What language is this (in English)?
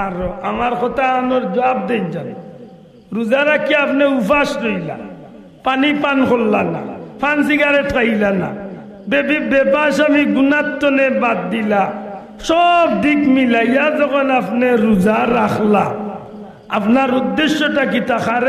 Sylheti